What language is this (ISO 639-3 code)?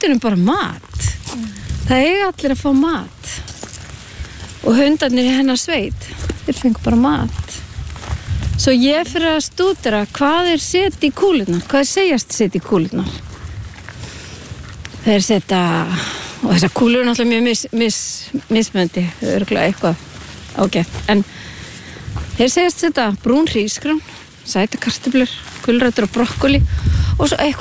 isl